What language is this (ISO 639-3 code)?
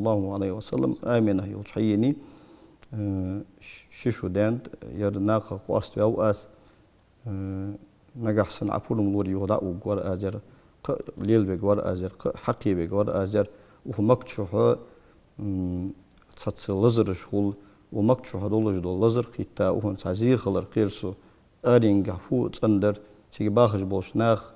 inh